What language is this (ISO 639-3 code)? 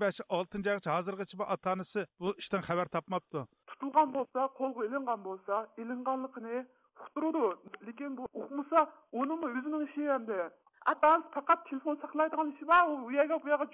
uig